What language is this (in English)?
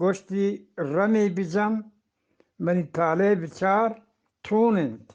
Eastern Balochi